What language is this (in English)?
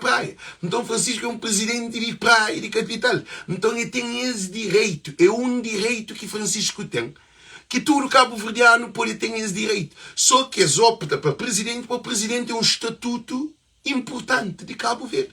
Kabuverdianu